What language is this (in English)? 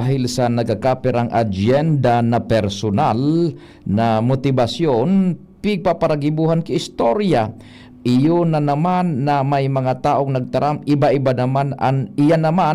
Bikol